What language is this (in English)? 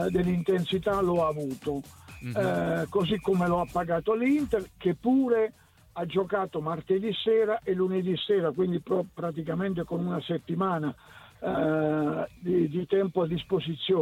Italian